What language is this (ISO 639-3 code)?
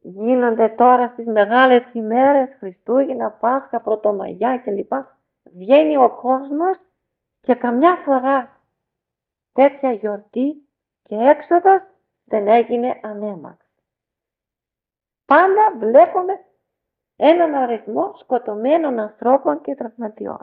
ell